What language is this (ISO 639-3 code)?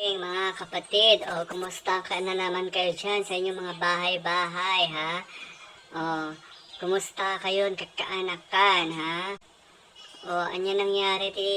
ilo